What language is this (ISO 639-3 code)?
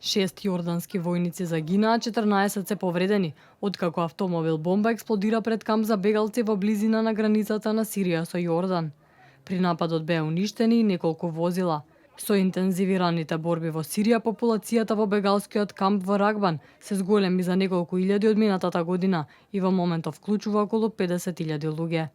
mkd